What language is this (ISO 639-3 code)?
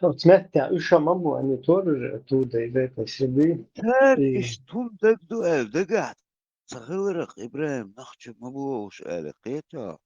che